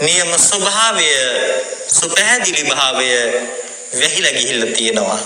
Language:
Sinhala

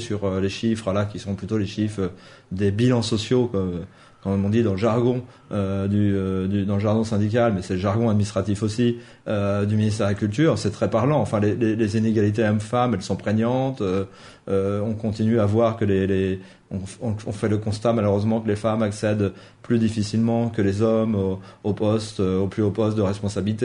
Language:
French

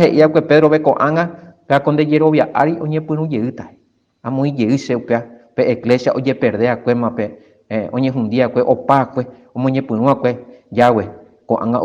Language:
Guarani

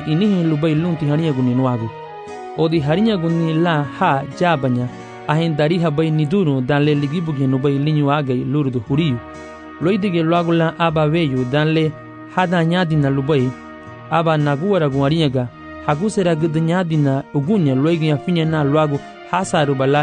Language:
Garifuna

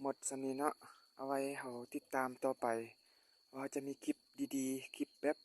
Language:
Lao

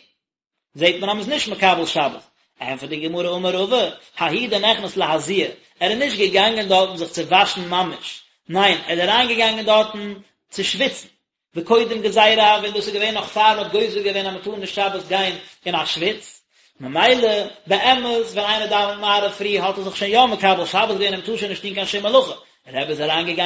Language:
Yiddish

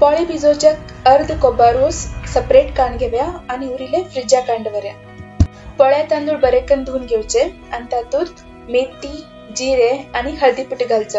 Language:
Konkani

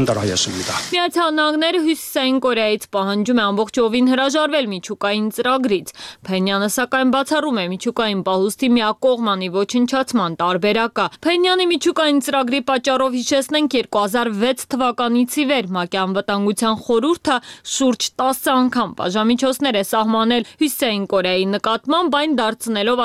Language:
Armenian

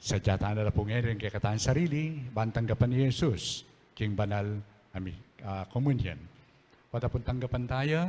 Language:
Pampanga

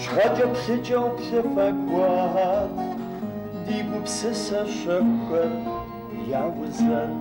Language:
Kabardian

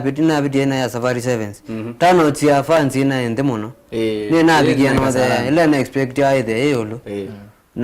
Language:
Kamba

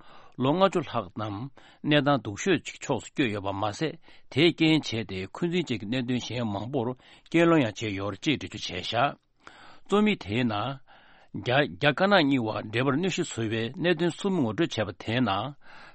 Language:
Tibetan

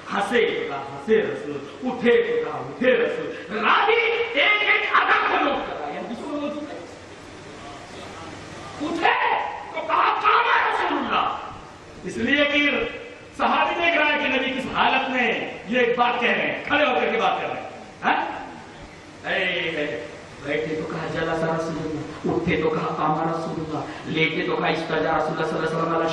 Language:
Urdu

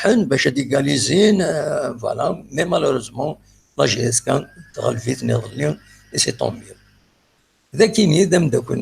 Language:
Kabyle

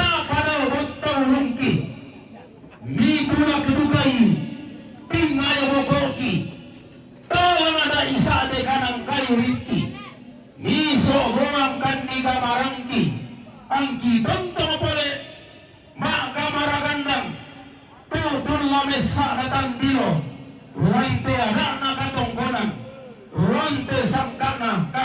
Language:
Toraja-Sa'dan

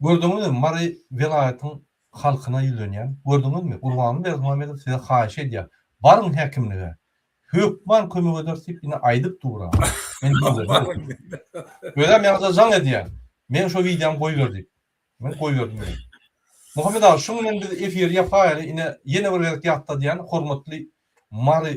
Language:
Turkmen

